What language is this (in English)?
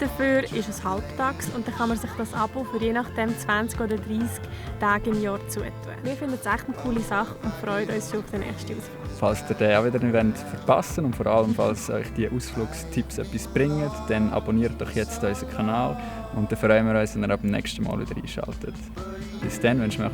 Swiss German